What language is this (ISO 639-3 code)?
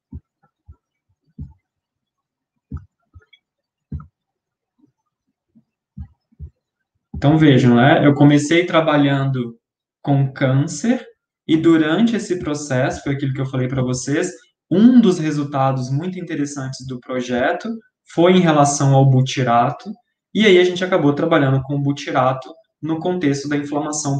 por